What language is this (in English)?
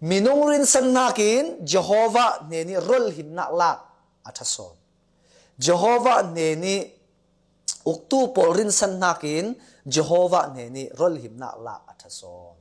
Falam Chin